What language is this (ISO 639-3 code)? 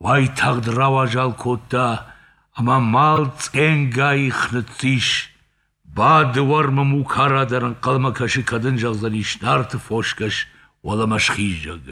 oss